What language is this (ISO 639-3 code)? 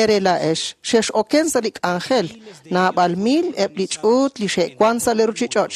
kek